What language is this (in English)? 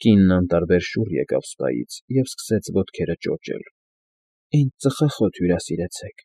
Armenian